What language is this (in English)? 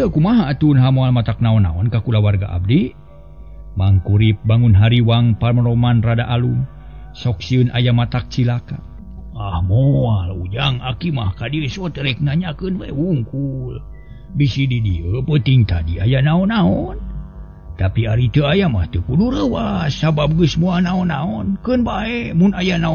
Sundanese